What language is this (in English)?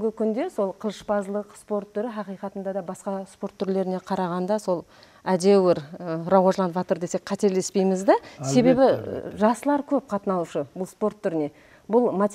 Kara-Kalpak